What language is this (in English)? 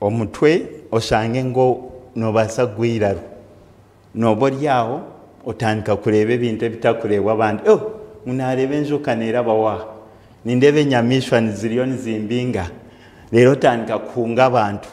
Nyankole